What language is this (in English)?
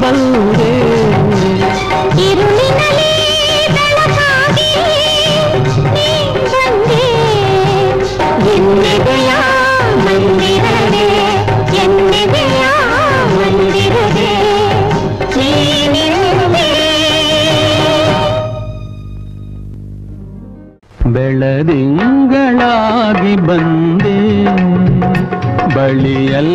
Kannada